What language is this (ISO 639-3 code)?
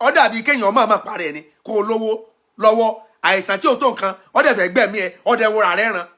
yor